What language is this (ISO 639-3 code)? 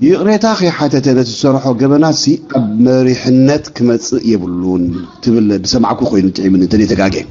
tir